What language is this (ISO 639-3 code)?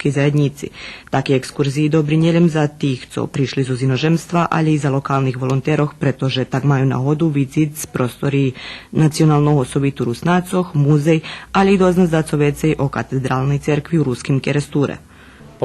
rue